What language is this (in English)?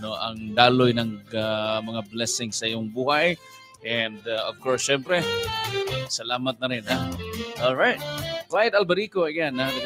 Cebuano